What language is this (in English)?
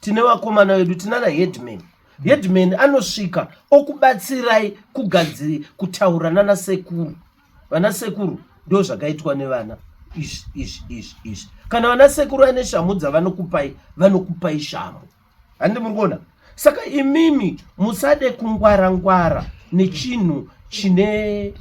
Shona